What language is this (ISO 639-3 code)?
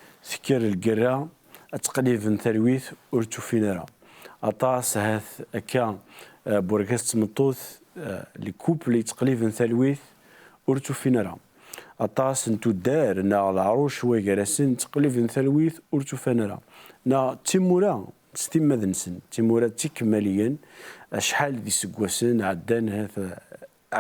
kab